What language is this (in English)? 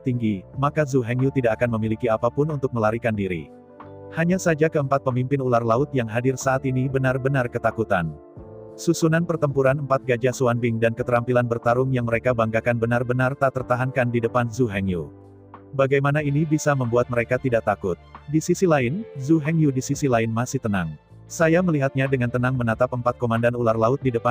Indonesian